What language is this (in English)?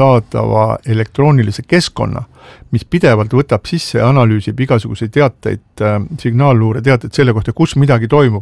Estonian